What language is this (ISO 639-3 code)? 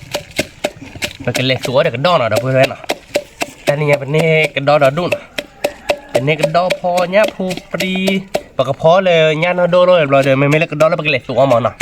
ksw